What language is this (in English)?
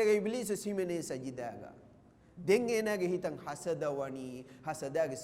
Divehi